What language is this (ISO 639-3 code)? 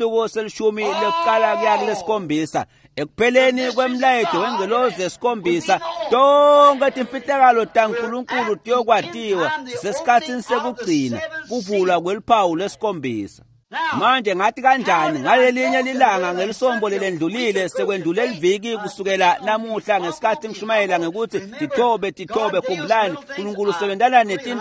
ssw